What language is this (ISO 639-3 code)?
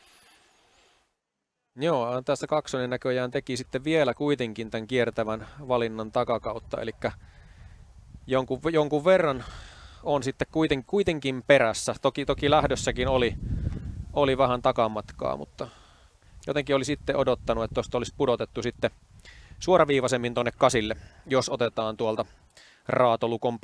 fin